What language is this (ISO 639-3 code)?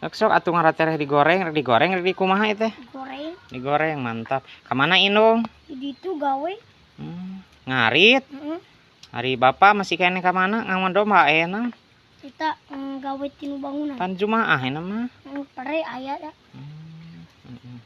sun